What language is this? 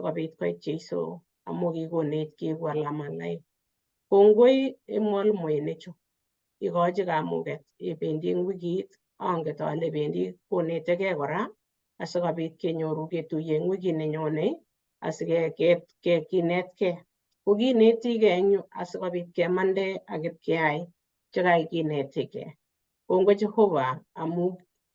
Kalenjin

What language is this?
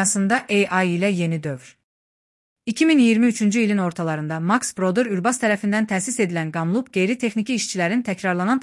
Azerbaijani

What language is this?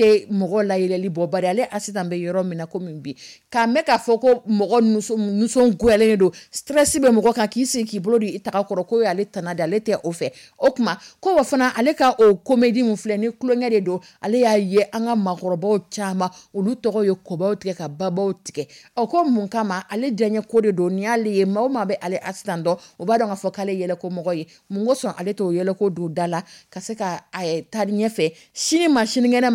Dyula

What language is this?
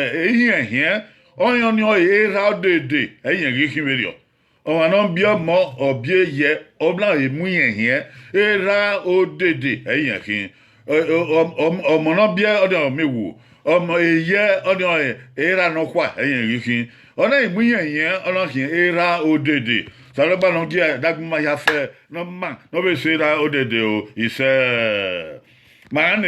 Bini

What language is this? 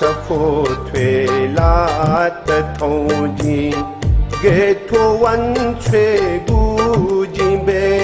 Newari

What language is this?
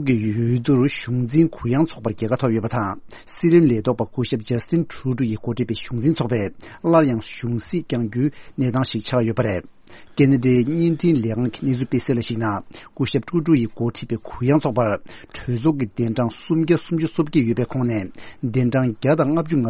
Tibetan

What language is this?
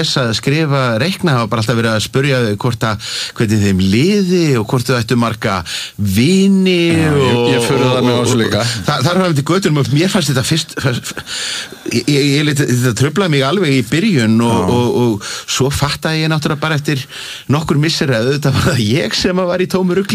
Icelandic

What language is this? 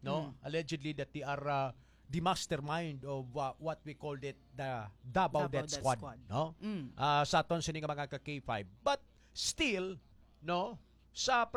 Hiligaynon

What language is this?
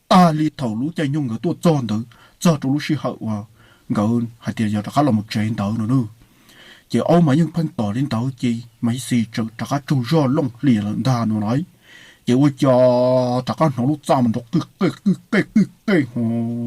Hmong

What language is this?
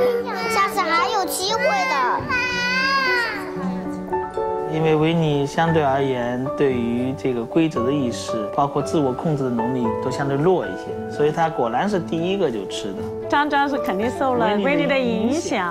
Chinese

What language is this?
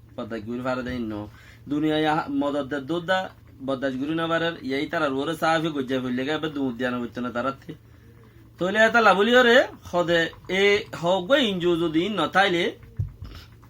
Rohingya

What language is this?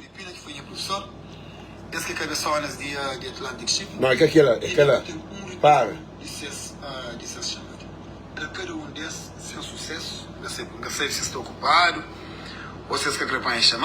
Kabuverdianu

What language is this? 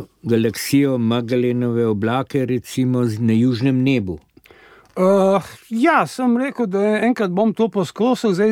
Slovenian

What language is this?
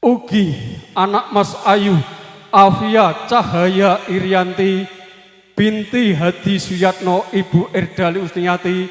Javanese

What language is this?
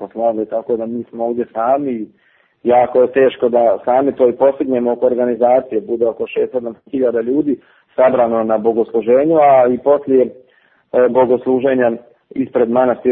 Serbian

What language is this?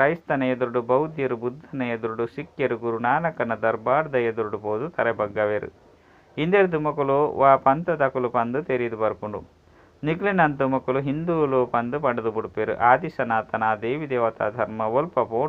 Tulu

